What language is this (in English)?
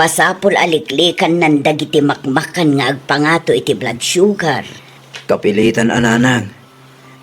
Iloko